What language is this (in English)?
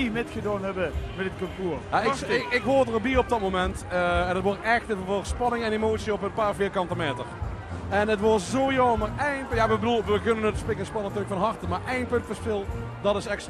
Limburgish